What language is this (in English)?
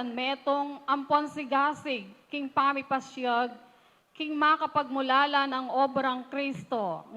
Pampanga